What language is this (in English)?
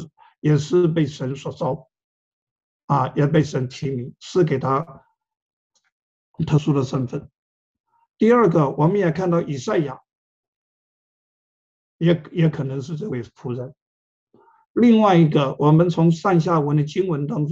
Chinese